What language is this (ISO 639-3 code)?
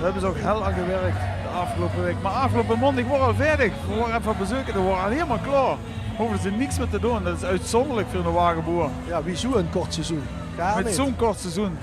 lim